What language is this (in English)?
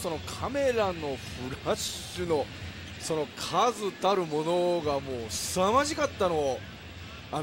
Japanese